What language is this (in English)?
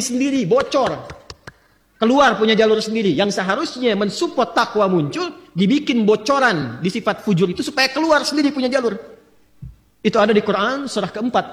Indonesian